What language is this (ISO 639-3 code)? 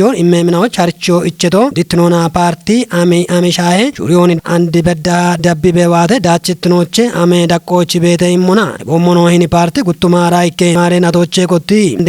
kbr